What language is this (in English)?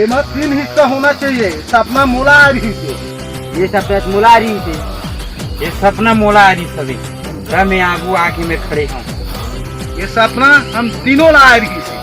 Chhattisgarhi